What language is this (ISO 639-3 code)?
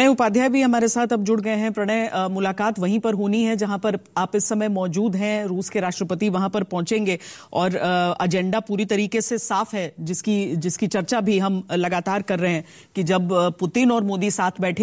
hin